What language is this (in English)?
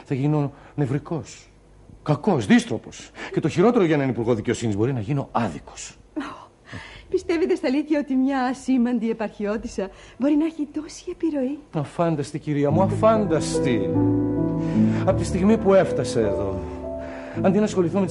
Greek